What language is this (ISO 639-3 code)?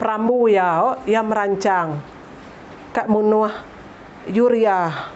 iba